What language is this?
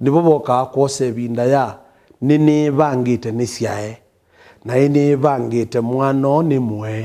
Kamba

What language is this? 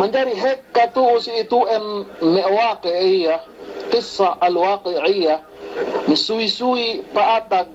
Yakan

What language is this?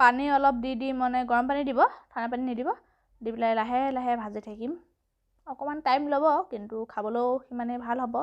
Assamese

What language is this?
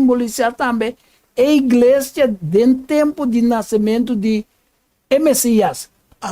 Papiamento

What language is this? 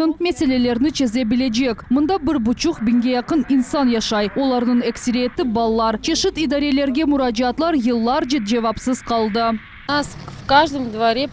Crimean Tatar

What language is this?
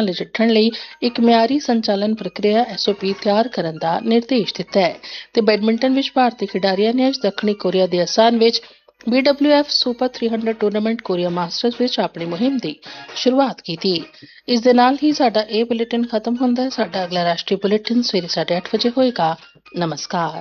Punjabi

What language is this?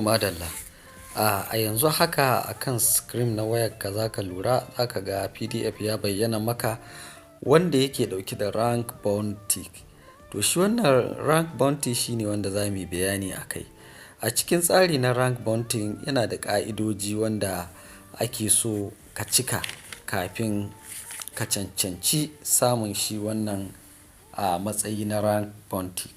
Hausa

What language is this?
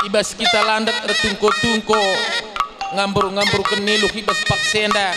Batak Karo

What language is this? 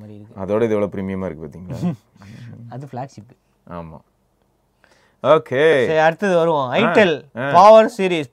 Tamil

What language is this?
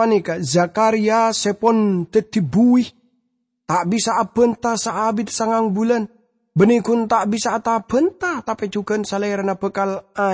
Madurese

